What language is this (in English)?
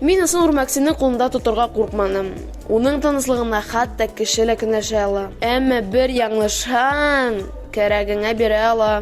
Bashkir